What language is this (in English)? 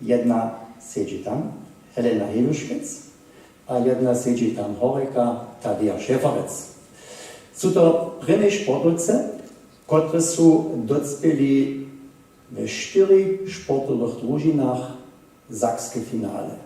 Upper Sorbian